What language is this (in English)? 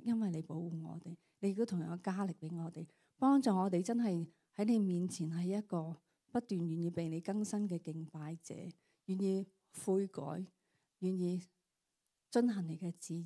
Cantonese